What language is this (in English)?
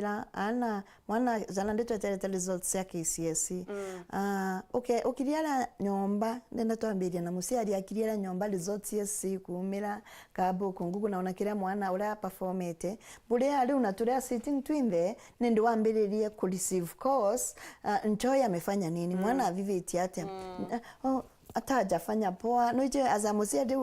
Meru